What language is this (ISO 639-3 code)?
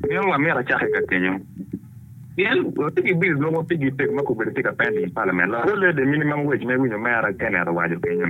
ach